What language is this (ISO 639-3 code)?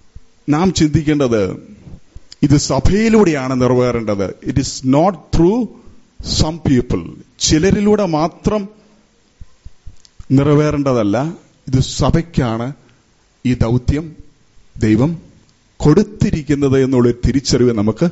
mal